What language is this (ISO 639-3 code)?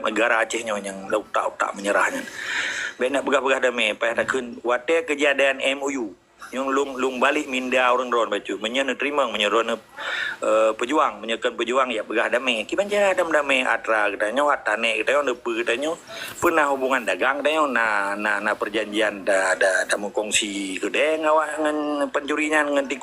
ace